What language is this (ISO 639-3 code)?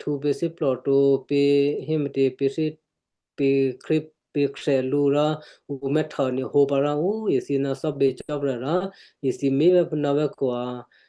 kyu